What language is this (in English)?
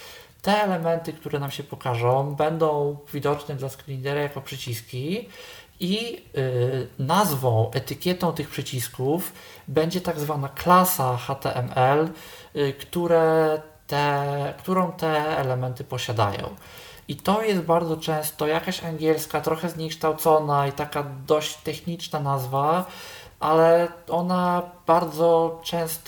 Polish